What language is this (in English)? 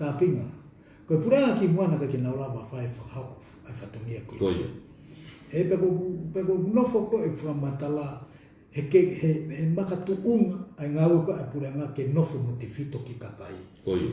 Tongan